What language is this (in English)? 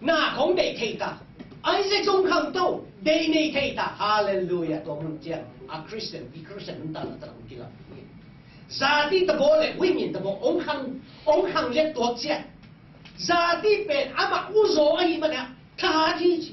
Tedim Chin